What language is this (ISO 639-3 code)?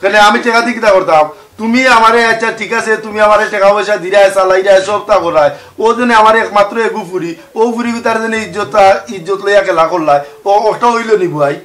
syl